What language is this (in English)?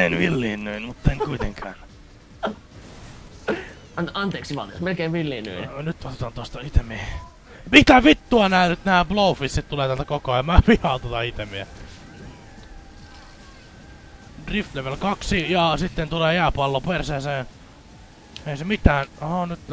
Finnish